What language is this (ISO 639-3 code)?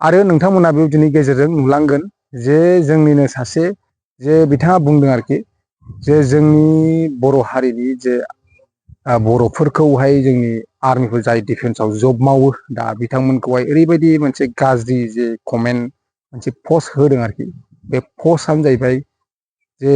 brx